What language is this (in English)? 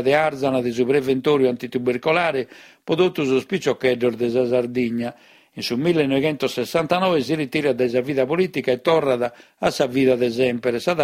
Sardinian